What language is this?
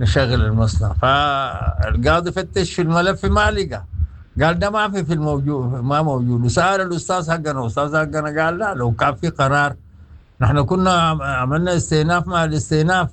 Sudanese Arabic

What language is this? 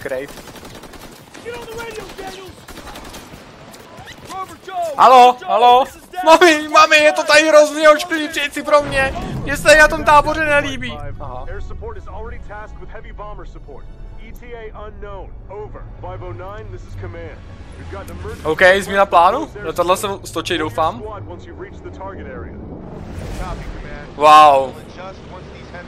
Czech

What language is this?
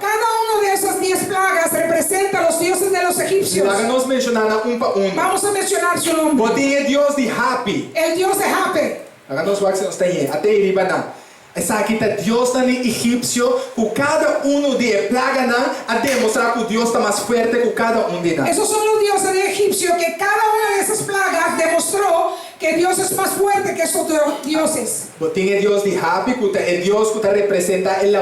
Papiamento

